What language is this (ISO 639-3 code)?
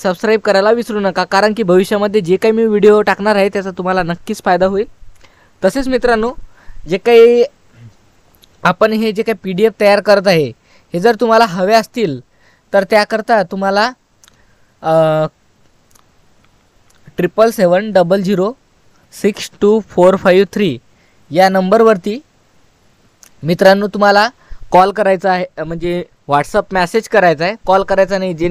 mar